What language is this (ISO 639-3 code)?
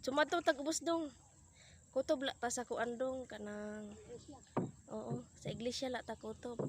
ceb